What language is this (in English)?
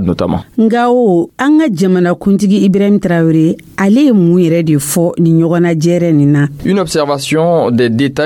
Dyula